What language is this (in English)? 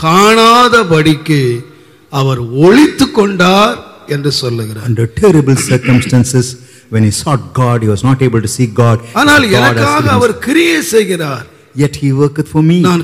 Tamil